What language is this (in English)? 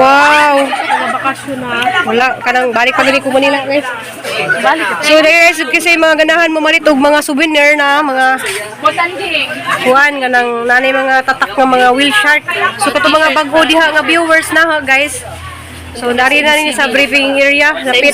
Cebuano